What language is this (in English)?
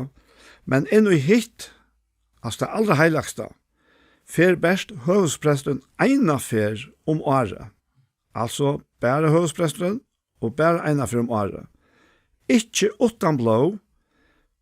Faroese